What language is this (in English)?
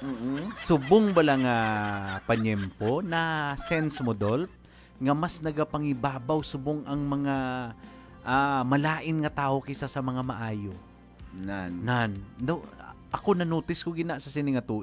Hiligaynon